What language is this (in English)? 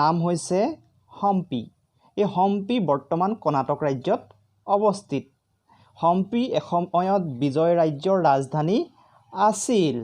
Assamese